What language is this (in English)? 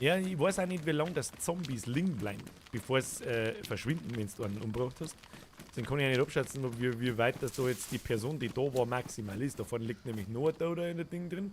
Bavarian